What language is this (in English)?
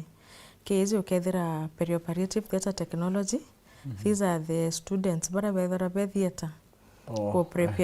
Meru